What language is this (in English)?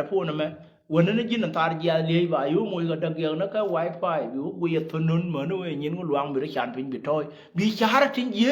Nuer